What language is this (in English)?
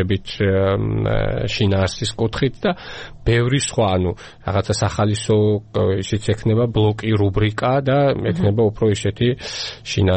Georgian